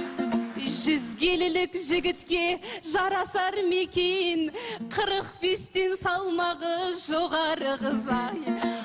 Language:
Kazakh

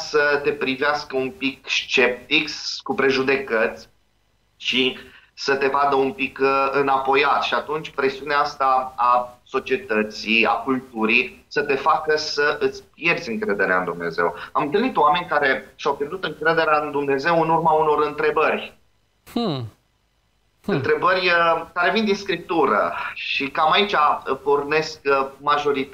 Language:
Romanian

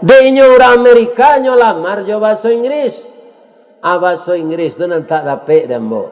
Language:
Minangkabau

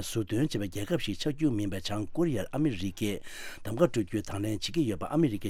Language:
Tibetan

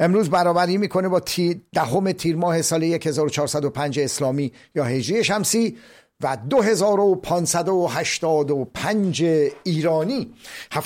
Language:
Persian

